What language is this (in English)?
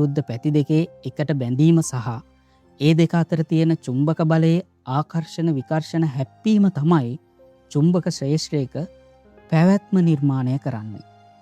Sinhala